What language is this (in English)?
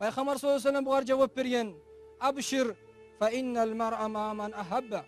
Kumyk